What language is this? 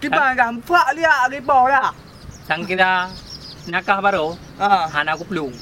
Achinese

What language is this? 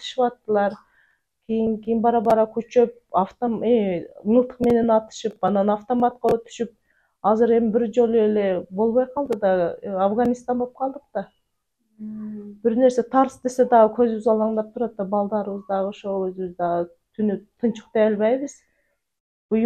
Kyrgyz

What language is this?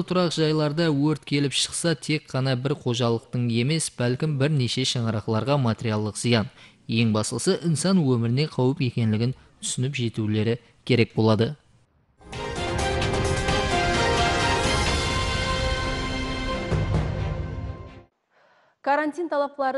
Kara-Kalpak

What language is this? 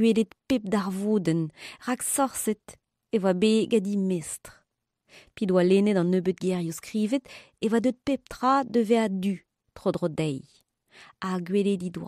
Breton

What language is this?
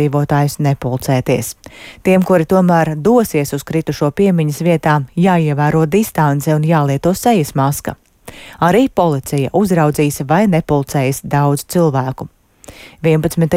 Latvian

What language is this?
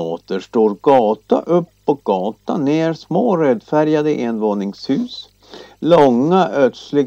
Swedish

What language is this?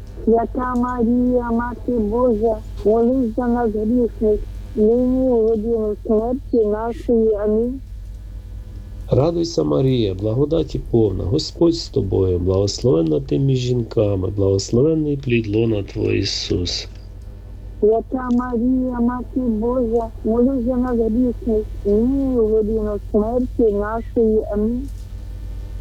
Ukrainian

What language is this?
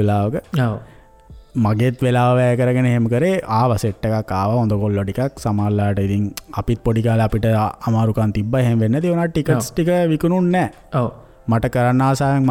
Sinhala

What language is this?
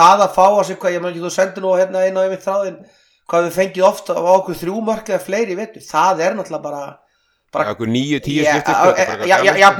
Icelandic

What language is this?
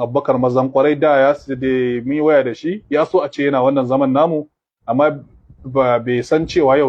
Hausa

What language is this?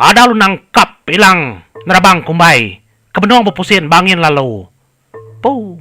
Iban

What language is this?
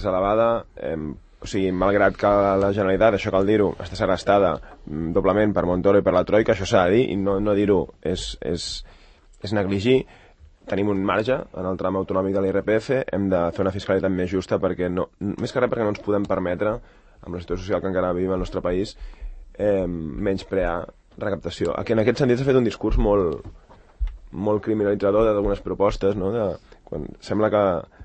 Catalan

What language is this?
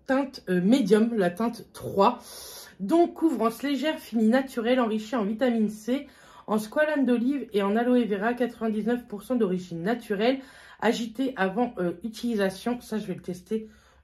French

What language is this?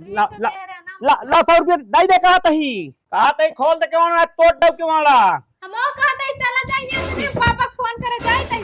Awadhi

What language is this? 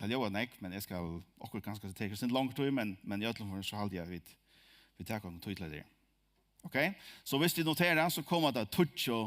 Faroese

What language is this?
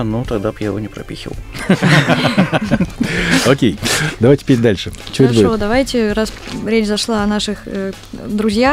Russian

